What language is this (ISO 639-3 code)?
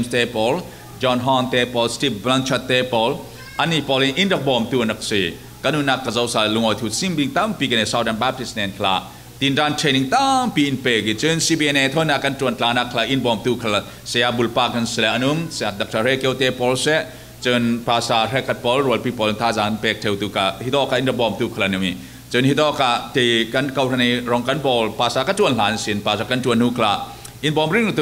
cfm